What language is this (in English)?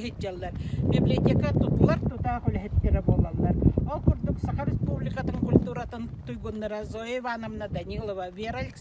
Yakut